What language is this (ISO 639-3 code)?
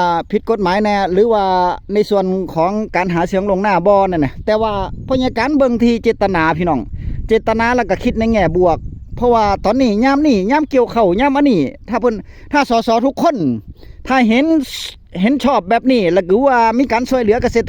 tts